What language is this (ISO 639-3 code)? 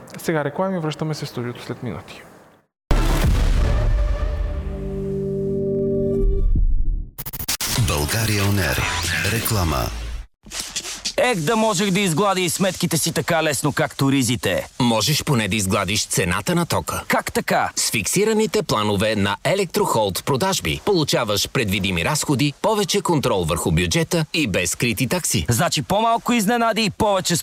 bul